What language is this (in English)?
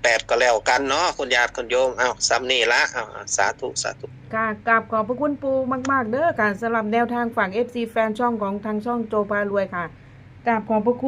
Northeastern Thai